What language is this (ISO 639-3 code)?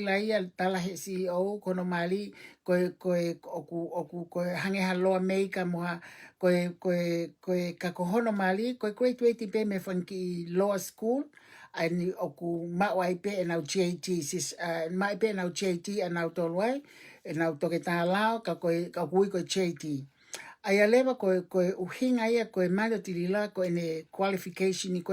ton